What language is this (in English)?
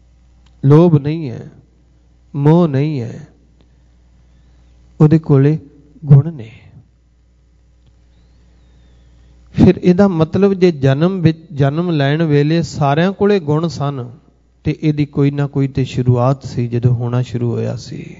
Punjabi